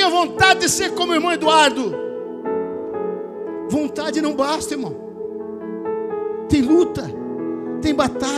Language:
Portuguese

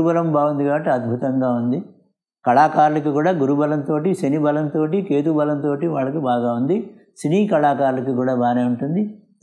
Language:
Telugu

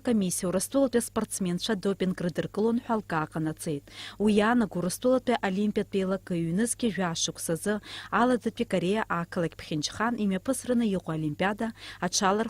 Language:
Abkhazian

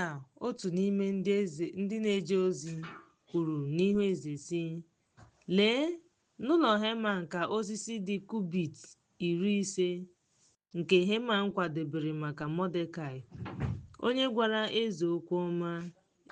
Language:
Igbo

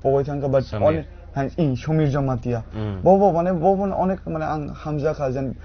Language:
Kok Borok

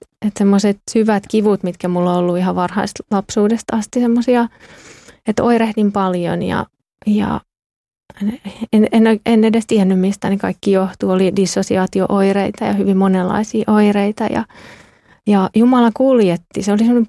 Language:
Finnish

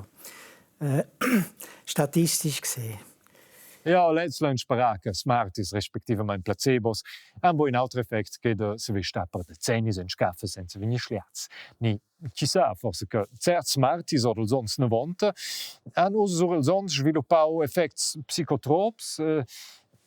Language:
Romansh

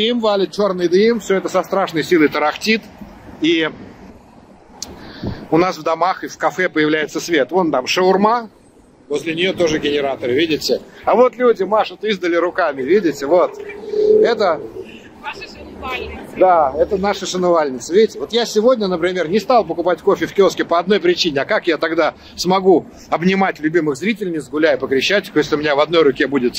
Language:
Russian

